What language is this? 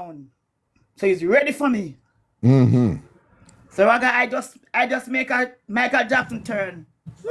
Jamaican Creole English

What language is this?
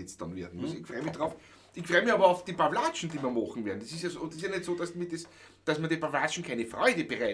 Bavarian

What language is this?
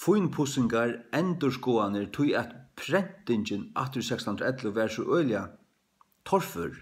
Faroese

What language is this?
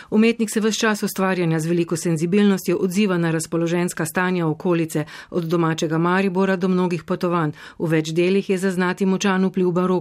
Slovenian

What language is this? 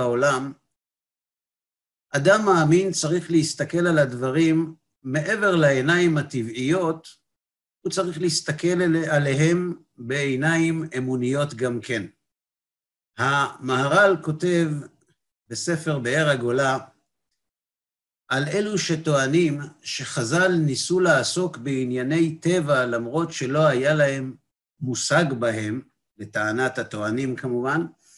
Hebrew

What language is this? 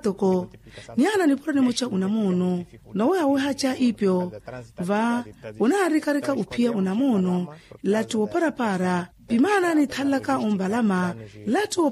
Makhuwa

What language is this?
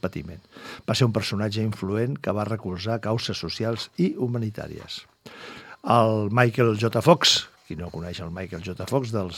Catalan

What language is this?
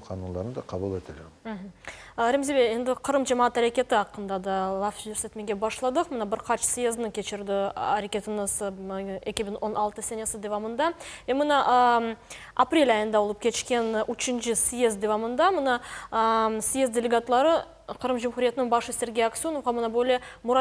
Crimean Tatar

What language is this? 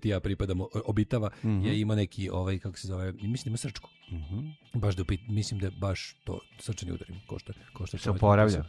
Serbian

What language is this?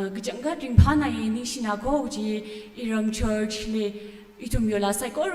Tangkhul Naga (India)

